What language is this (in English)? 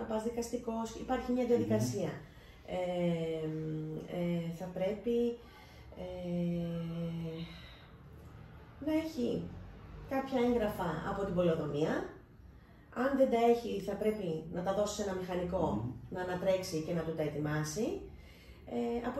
Greek